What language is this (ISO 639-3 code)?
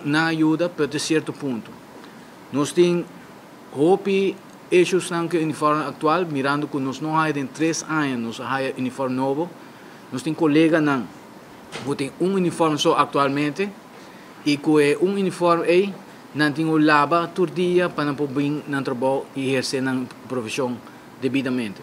pap